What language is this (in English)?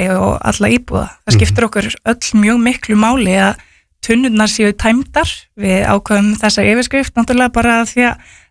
Icelandic